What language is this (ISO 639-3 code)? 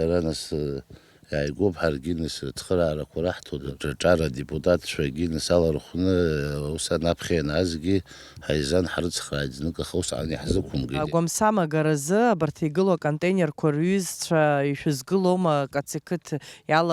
abk